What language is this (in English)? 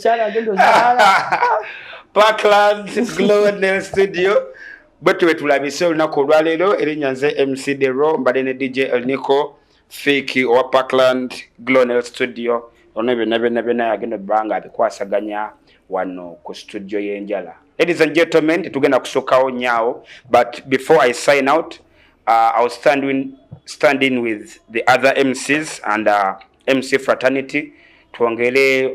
Ganda